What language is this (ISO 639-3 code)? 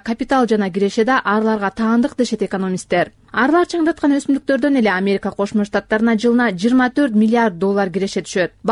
kir